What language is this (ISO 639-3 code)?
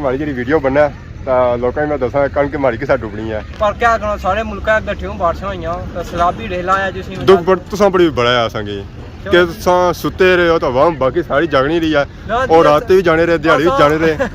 phr